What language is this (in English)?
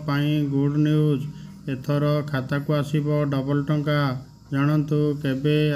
Odia